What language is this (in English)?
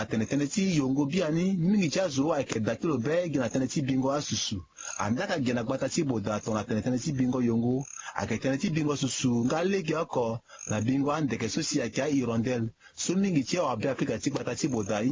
Sango